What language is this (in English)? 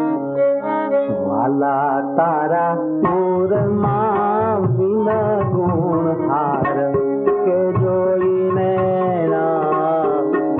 Gujarati